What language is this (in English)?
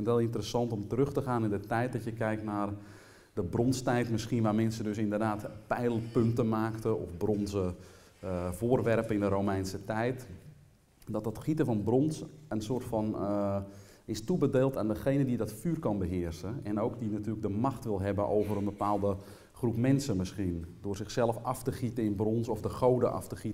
Dutch